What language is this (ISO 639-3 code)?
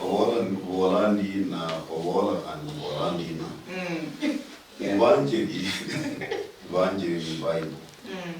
luy